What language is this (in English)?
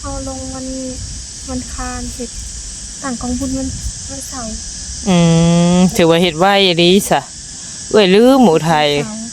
Northeastern Thai